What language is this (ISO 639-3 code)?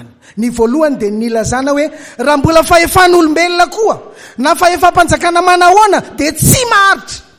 mlg